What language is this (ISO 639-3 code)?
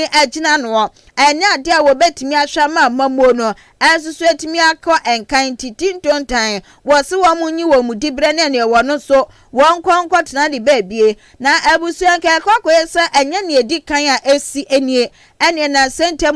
aka